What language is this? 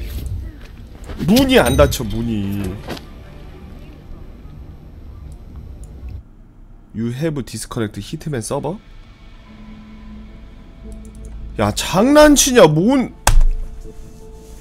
Korean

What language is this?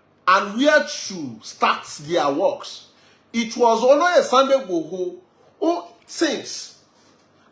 Yoruba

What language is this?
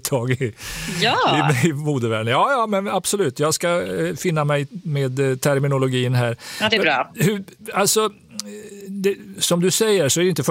Swedish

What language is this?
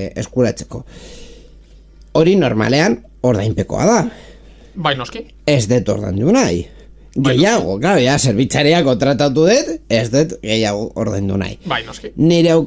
Basque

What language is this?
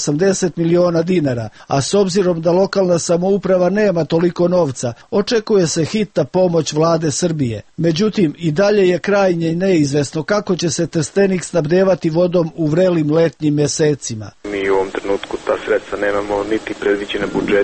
Serbian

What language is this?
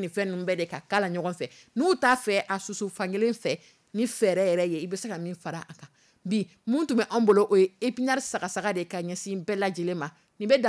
Dyula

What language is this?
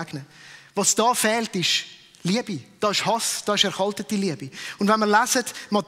Swiss German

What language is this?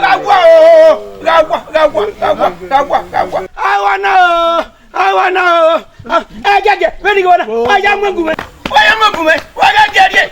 Bini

